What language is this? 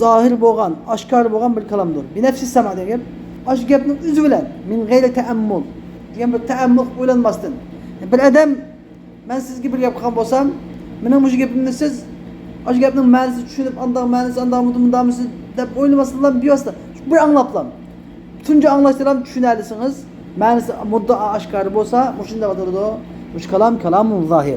Uyghur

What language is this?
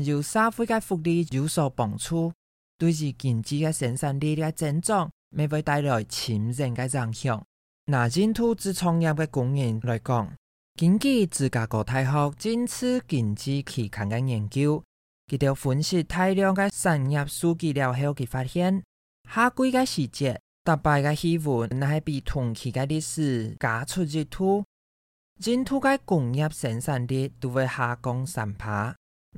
Hakka Chinese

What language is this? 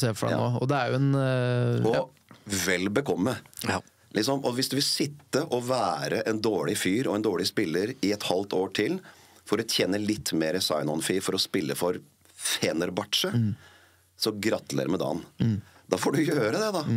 Norwegian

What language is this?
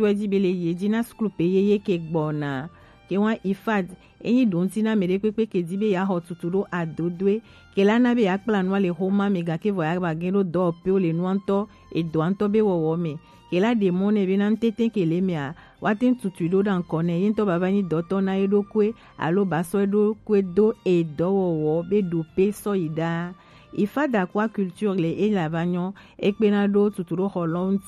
Gen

